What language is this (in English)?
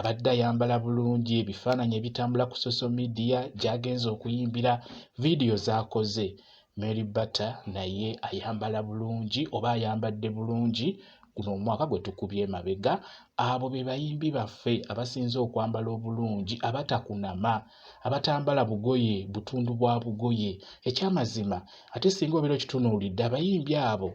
Ganda